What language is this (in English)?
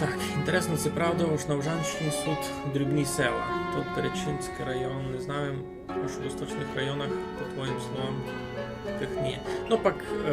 Rusyn